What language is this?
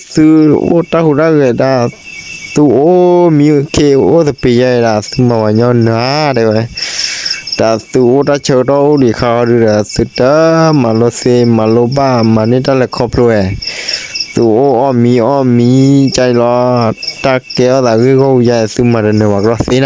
S'gaw Karen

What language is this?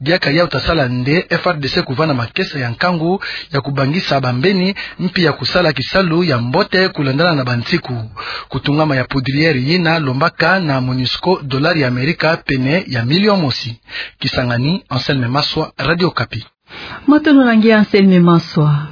Kituba (Democratic Republic of Congo)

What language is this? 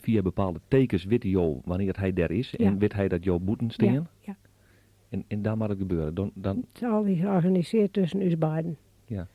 Western Frisian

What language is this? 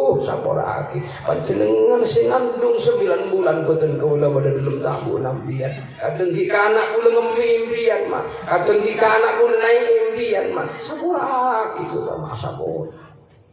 Madurese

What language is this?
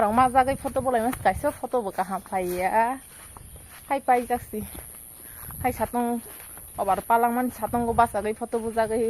Kok Borok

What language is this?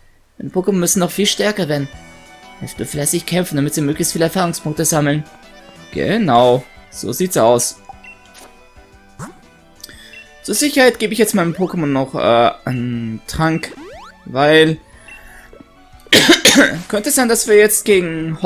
German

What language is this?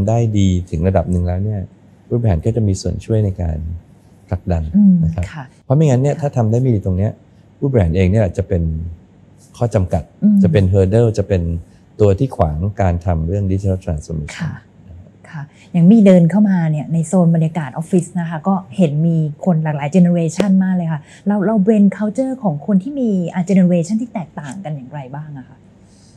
Thai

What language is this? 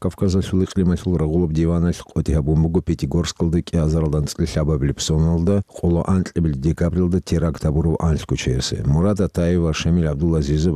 Avaric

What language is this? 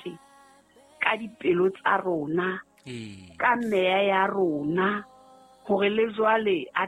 Southern Sotho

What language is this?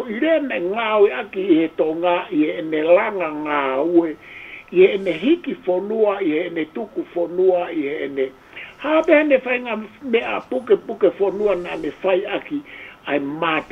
Tongan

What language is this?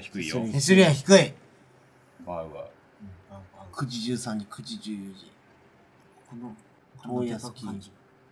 Japanese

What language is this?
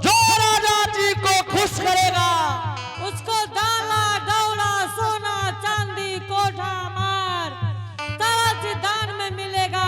Angika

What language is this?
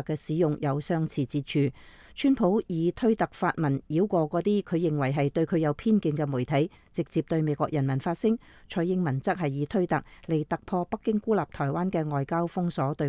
Cantonese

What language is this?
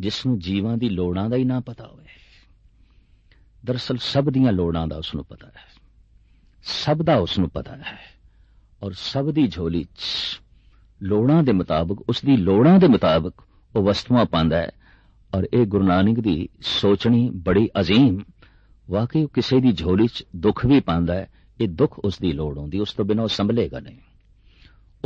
Punjabi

